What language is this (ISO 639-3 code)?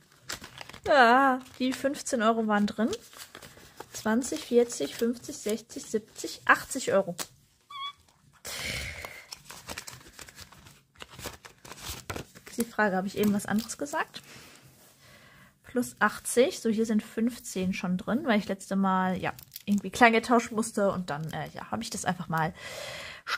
deu